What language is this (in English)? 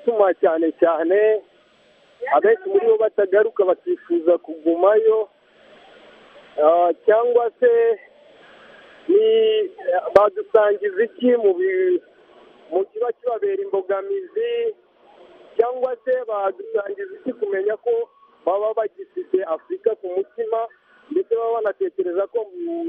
Kinyarwanda